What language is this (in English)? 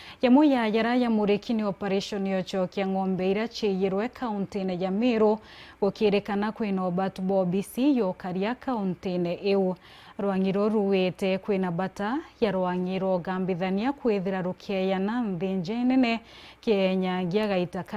Meru